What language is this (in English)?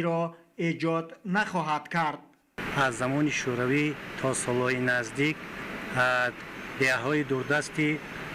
Tajik